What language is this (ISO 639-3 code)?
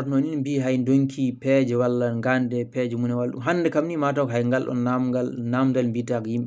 ful